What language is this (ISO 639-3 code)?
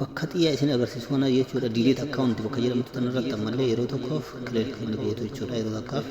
orm